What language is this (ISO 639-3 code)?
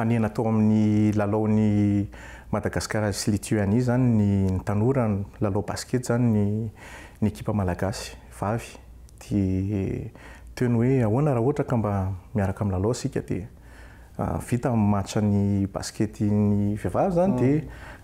mlg